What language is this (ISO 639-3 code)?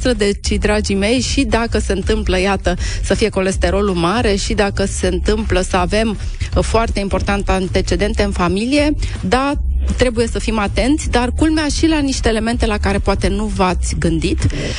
ron